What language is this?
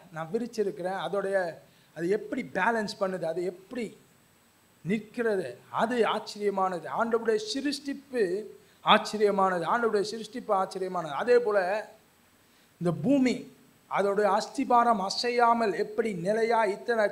Tamil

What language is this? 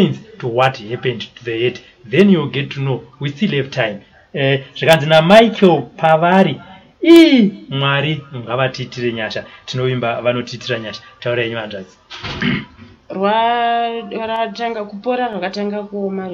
Shona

